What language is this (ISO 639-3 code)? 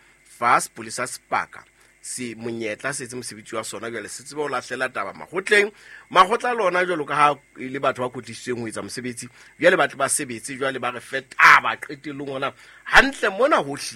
sot